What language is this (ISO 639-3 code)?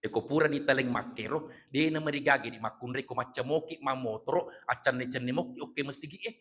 bug